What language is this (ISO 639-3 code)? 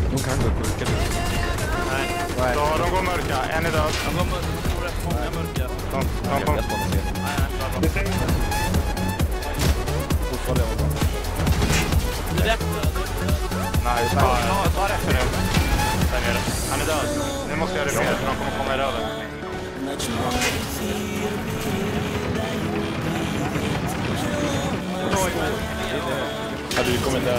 swe